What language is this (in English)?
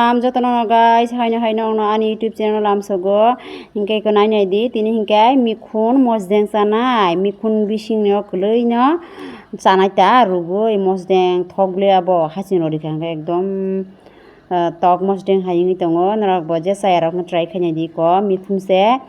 Kok Borok